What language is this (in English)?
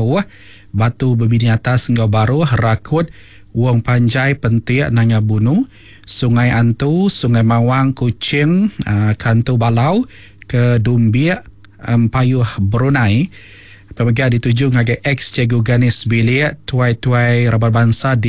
Iban